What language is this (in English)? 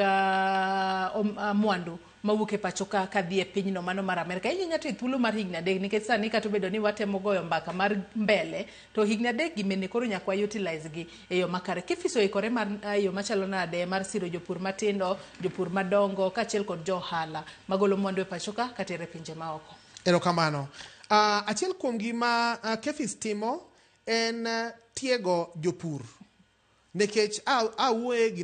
Luo (Kenya and Tanzania)